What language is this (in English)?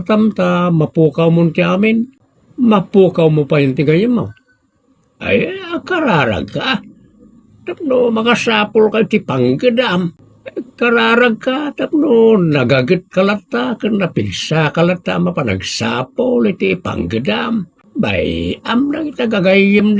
Iloko